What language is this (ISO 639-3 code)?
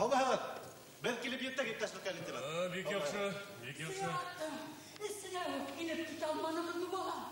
bak